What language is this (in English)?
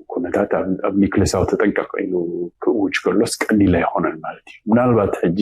Tigrinya